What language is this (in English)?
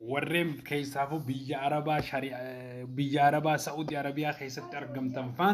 Oromo